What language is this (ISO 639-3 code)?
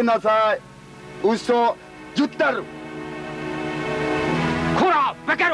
mya